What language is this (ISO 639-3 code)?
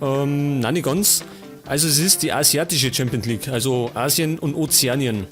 bar